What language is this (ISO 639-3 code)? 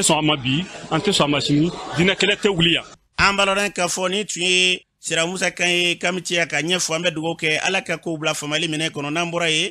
bam